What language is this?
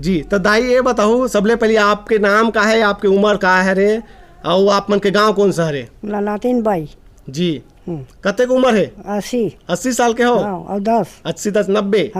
Chhattisgarhi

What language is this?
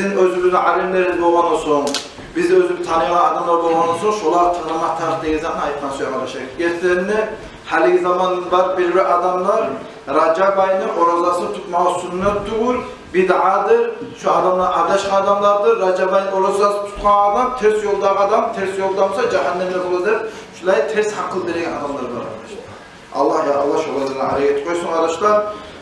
Kumyk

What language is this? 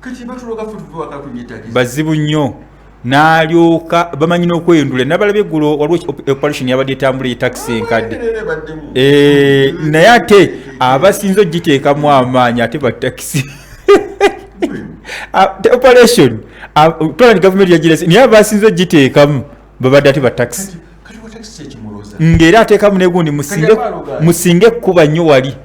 Ganda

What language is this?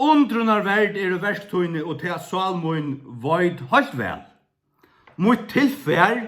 Faroese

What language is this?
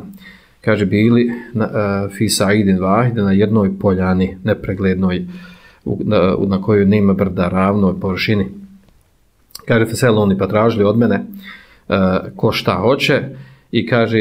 Bosnian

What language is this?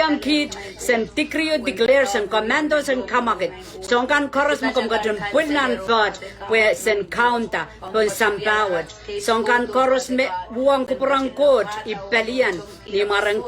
Pohnpeian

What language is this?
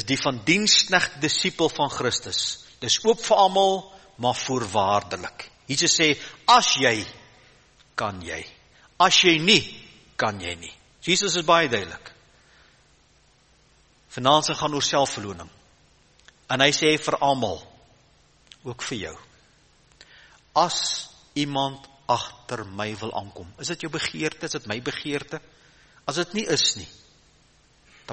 Afrikaans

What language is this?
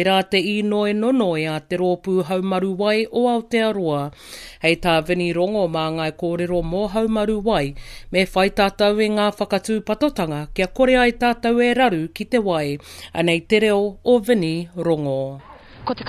Māori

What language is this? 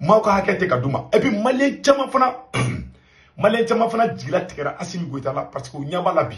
Bambara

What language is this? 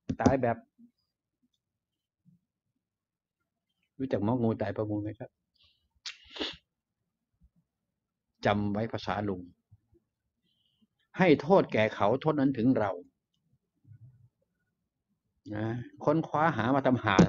Thai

